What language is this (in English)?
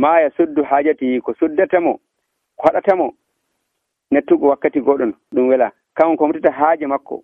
Nigerian Fulfulde